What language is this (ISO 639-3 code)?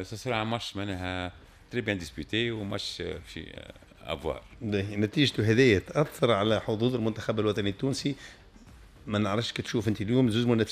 aeb